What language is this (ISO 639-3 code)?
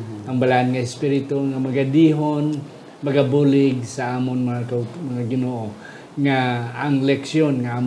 hil